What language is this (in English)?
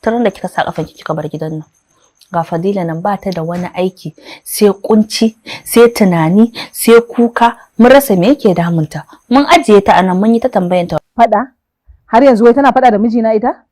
Hausa